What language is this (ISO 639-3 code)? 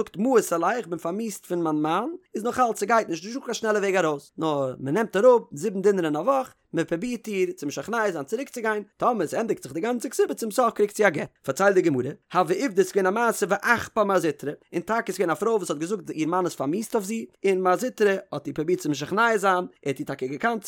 yid